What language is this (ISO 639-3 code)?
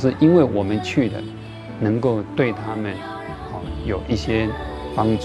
zho